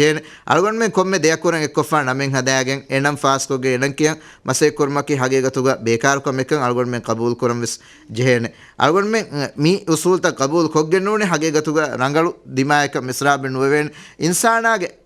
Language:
Divehi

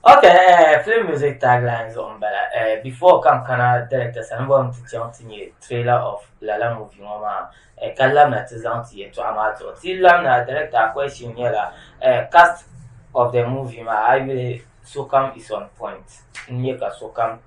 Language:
Dagbani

